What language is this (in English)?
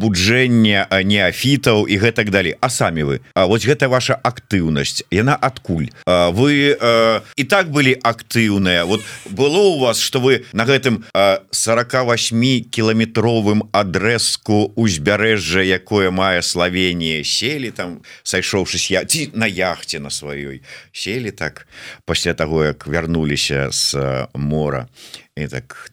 Belarusian